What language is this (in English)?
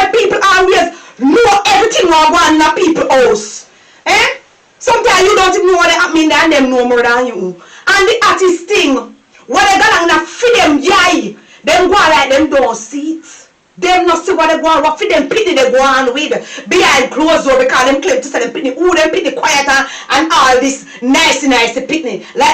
Jamaican Creole English